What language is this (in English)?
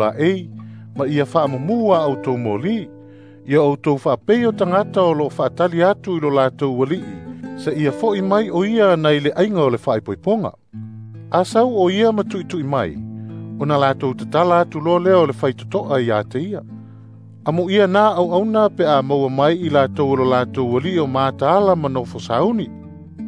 Samoan